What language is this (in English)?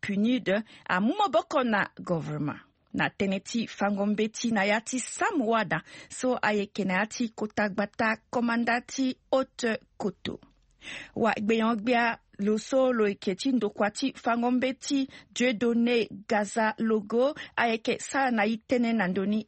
Sango